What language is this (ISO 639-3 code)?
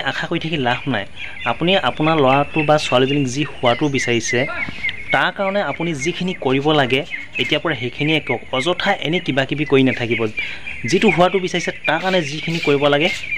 asm